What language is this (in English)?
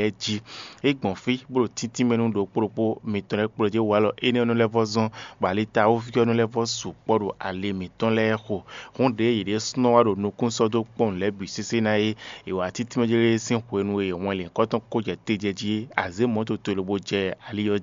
Fon